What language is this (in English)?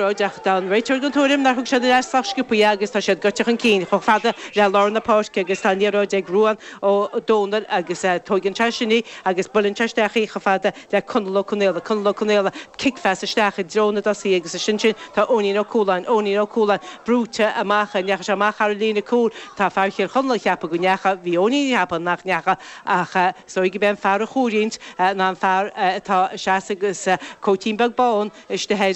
Irish